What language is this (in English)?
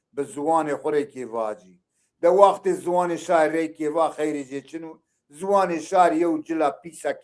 Zaza